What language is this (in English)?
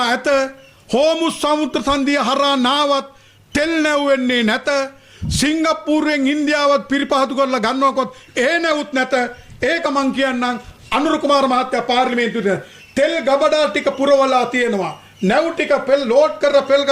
Sinhala